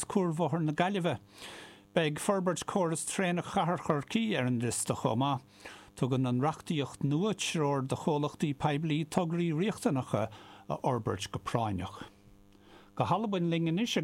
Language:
Irish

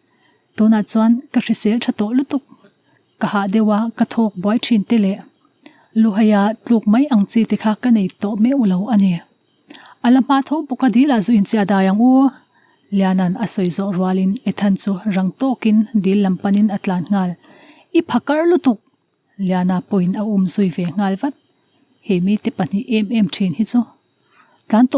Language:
Mizo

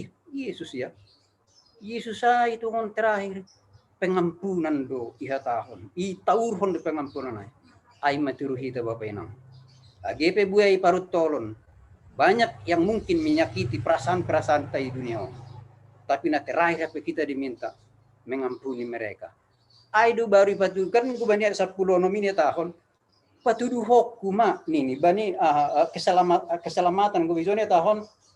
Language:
Batak Simalungun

